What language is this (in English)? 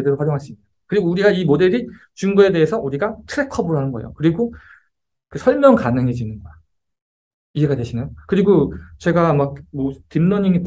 Korean